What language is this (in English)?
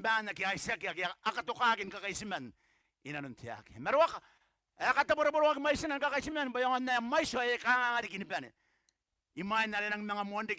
Gilbertese